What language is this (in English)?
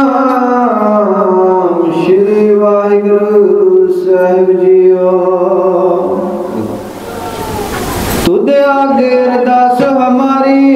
Punjabi